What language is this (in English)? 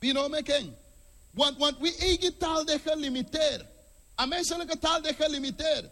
Sranan Tongo